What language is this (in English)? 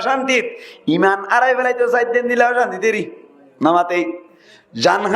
Rohingya